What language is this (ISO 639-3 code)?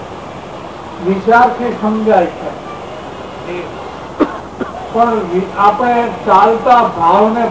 guj